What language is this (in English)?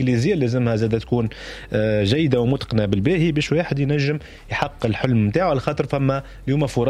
Tunisian Arabic